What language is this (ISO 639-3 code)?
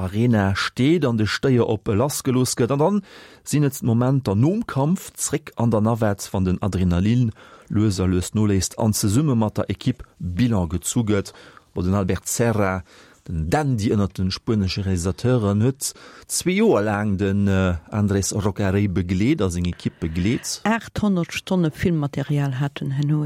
ltz